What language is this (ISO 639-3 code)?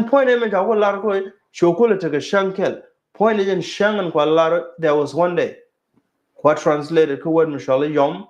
nus